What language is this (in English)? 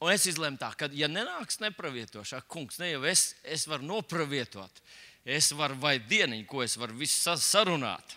Latvian